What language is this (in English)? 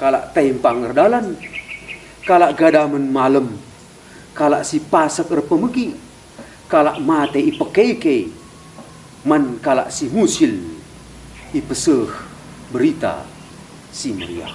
Batak Karo